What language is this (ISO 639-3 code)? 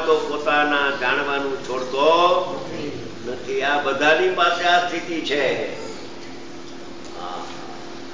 guj